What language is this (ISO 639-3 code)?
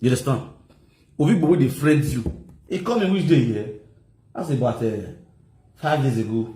pcm